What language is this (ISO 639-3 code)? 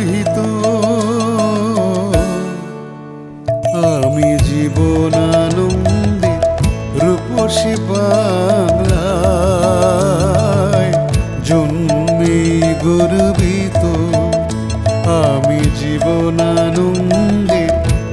ben